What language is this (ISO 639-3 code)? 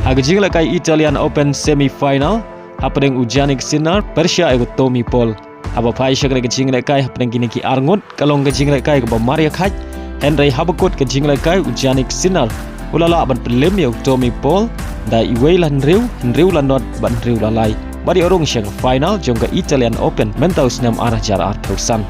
kha